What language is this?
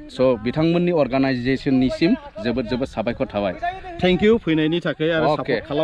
Bodo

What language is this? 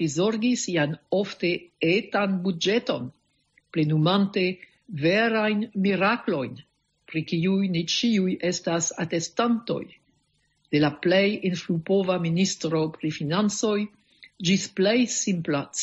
Esperanto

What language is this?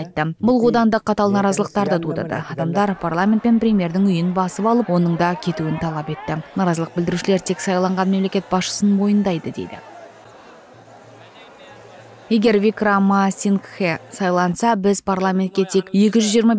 Kazakh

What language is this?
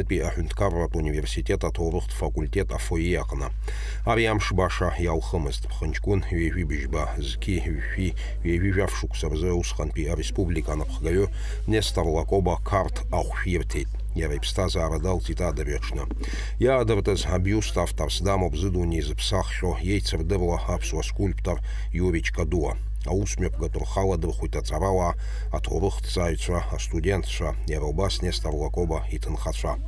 Abkhazian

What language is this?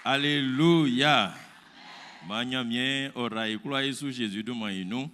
Baoulé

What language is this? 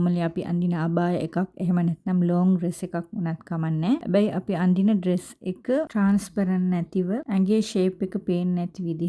Sinhala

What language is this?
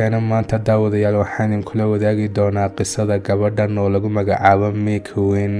Somali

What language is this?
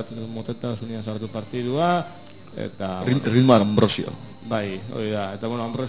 Basque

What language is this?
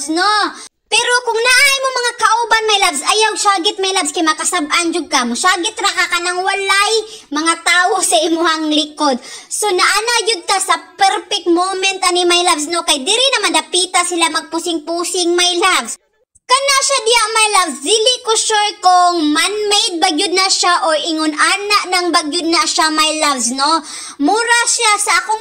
Cebuano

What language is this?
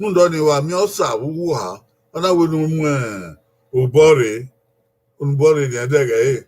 Bini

